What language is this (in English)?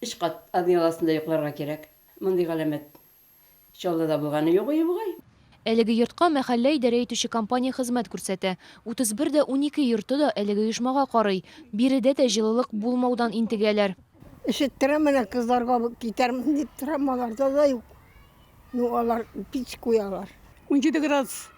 Tatar